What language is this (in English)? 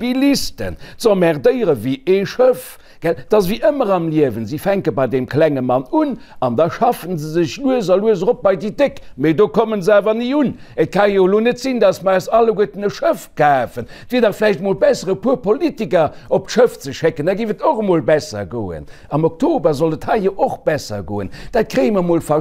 Luxembourgish